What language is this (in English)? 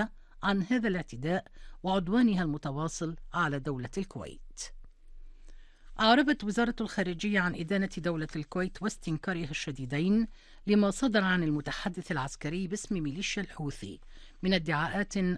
Arabic